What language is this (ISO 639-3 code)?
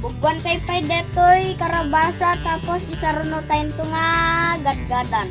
ilo